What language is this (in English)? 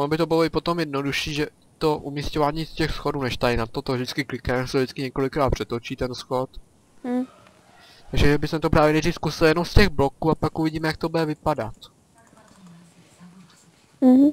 Czech